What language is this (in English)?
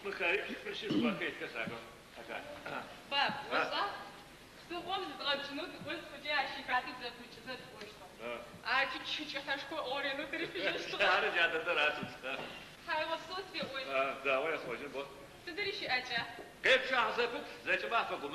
Adyghe